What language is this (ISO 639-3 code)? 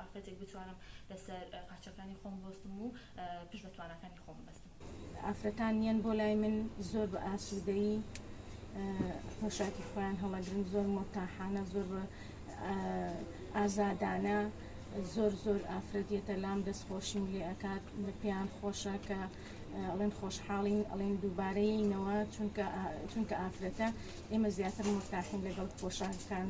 ckb